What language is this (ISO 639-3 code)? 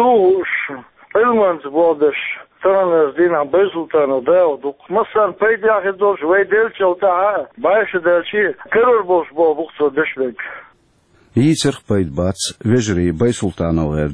che